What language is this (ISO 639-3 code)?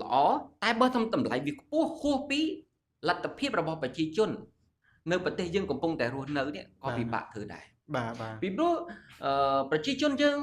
khm